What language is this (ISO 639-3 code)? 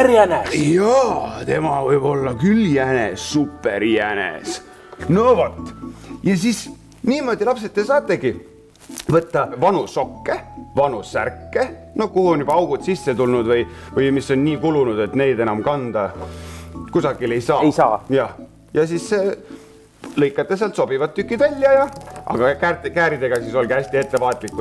est